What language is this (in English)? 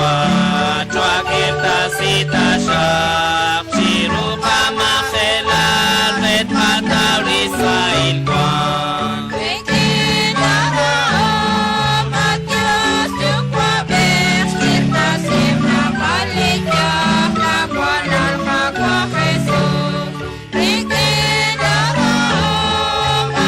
Kekchí